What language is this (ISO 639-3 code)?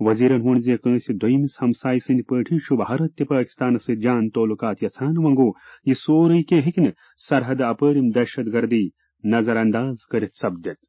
kas